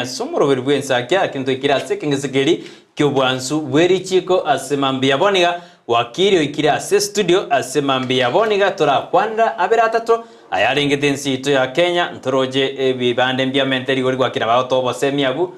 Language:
Gusii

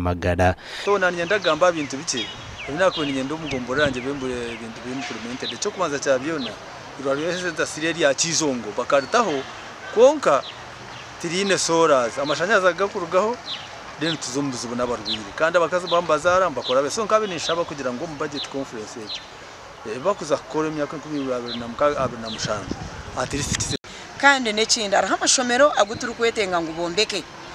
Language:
Nyankole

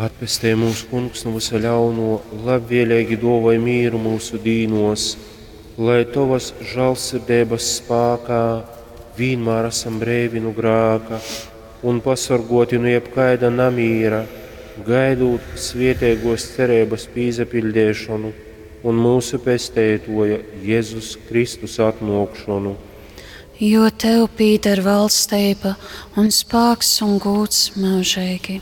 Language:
Latgalian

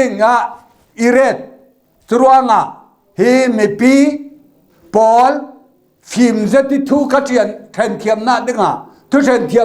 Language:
Falam Chin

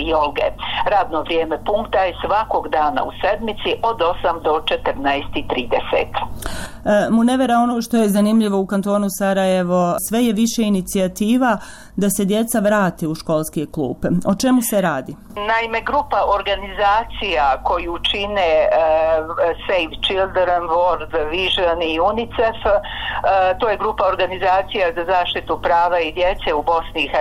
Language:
Bosnian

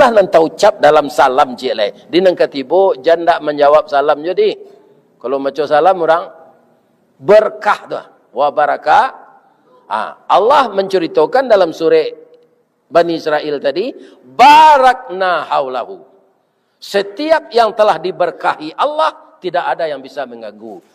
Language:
Minangkabau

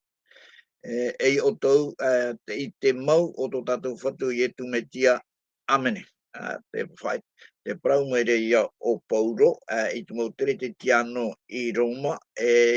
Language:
Tahitian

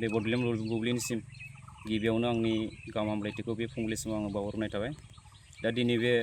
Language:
Bodo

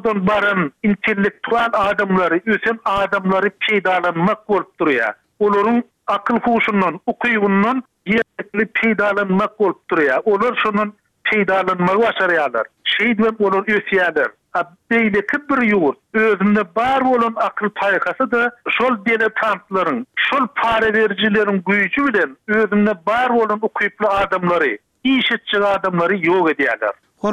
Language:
Turkmen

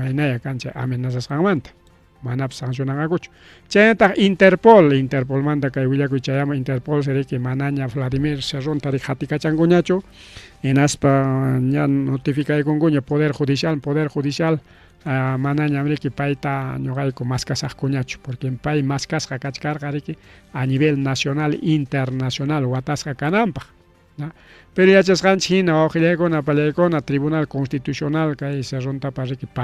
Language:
Ayacucho Quechua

